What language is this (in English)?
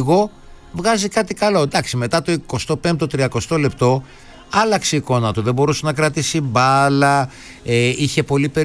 Greek